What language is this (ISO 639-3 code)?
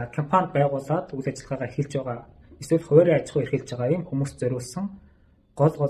mon